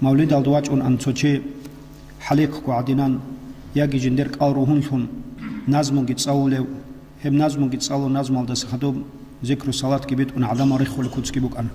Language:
Avaric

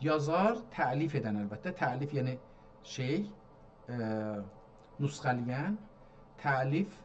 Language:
South Azerbaijani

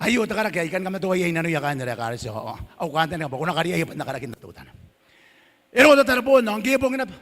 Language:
Gilbertese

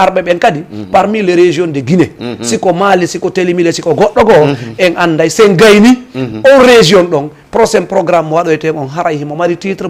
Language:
Fula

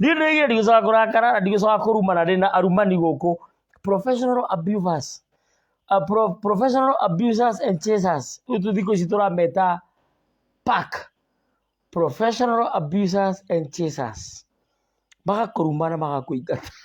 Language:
Kikuyu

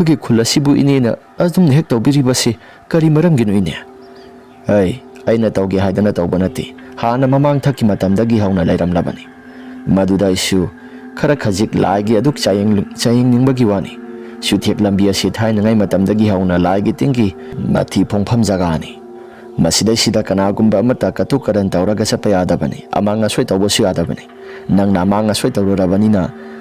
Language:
Manipuri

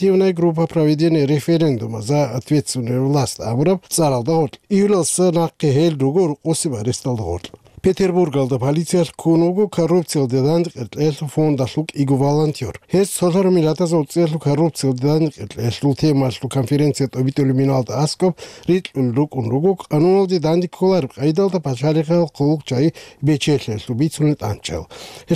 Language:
Avaric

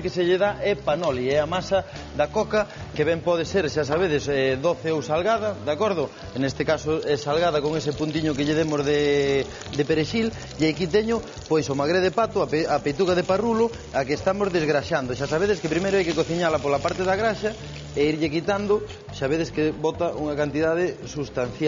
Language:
Galician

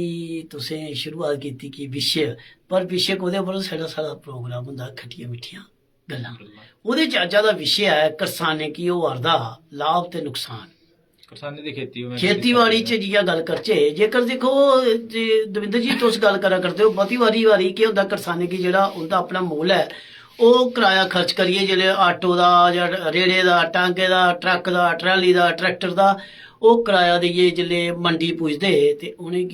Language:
Dogri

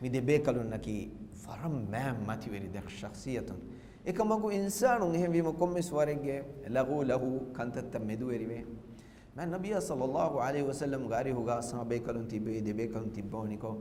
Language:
Divehi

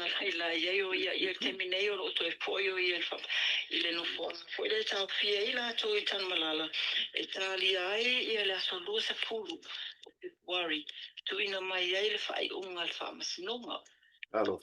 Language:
Samoan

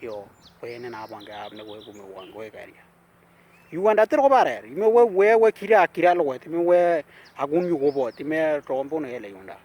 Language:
Western Dani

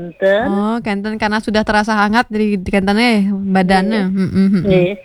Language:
Balinese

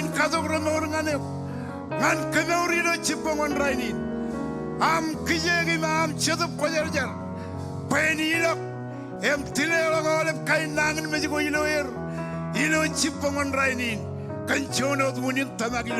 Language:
Marshallese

